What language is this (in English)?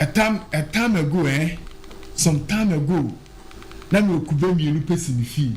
Akan